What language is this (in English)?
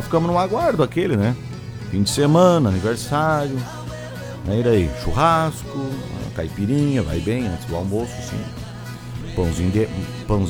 Portuguese